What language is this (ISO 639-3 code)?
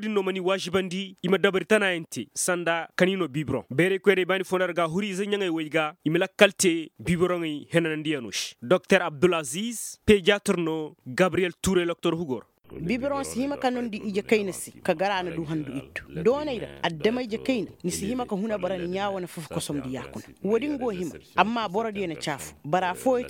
ses